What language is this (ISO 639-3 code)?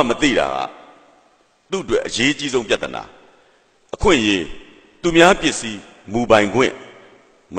mya